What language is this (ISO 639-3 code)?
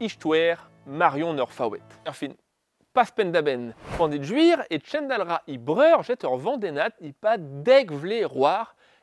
bre